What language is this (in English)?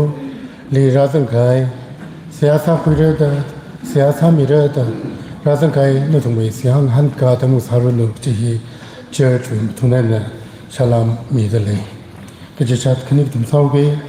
Tangkhul Naga (India)